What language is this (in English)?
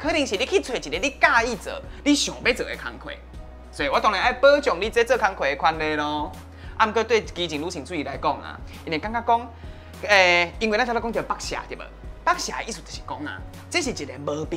Min Nan Chinese